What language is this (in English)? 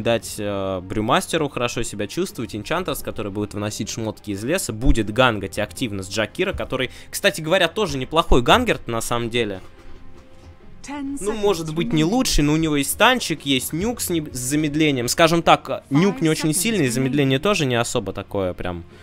Russian